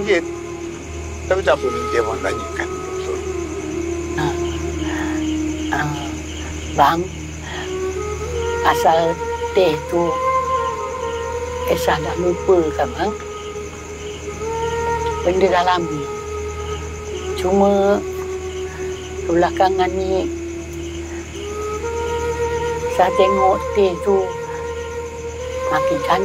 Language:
Malay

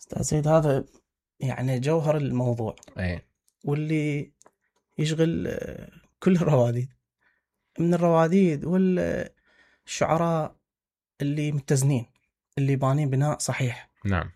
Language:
Mesopotamian Arabic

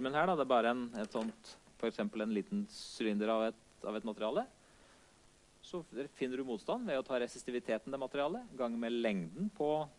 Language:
Norwegian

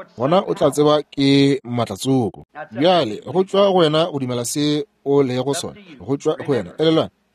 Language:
Northern Sotho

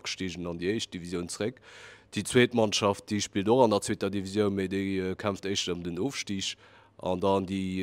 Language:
Luxembourgish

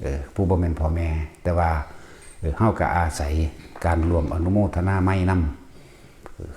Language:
Northeastern Thai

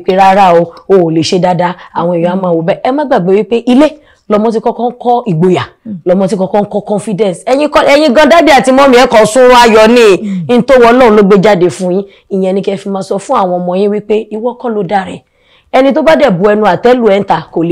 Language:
Yoruba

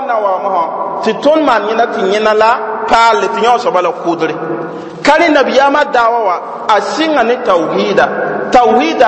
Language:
Mossi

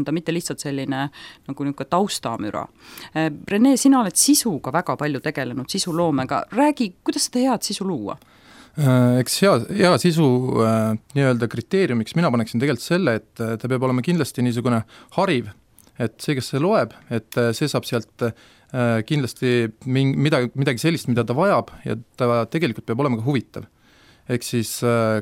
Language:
Estonian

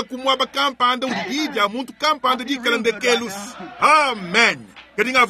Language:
Luba-Lulua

